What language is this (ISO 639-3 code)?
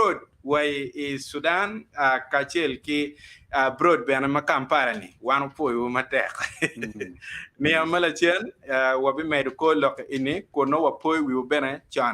ach